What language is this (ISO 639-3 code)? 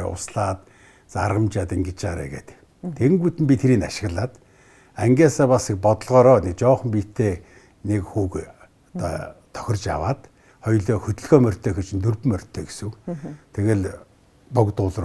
mon